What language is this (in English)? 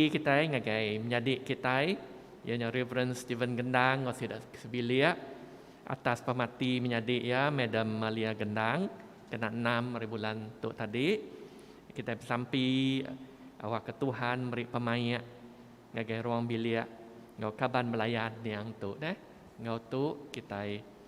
Iban